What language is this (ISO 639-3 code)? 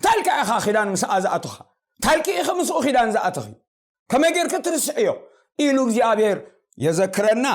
tir